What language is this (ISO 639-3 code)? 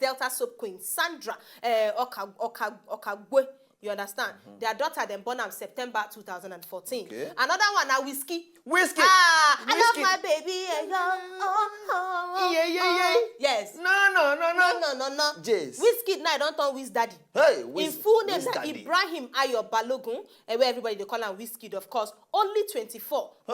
pcm